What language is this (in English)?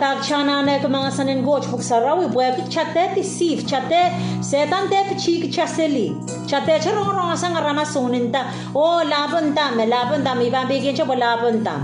Pohnpeian